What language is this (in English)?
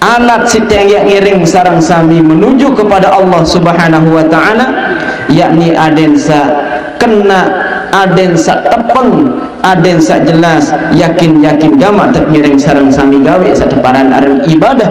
Sasak